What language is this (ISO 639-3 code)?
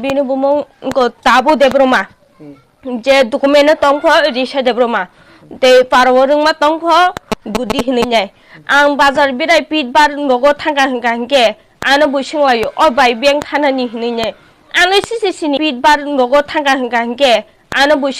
trp